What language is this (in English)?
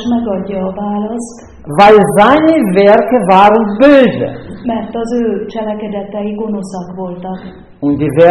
Hungarian